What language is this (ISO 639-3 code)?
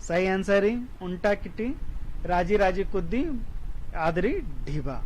kru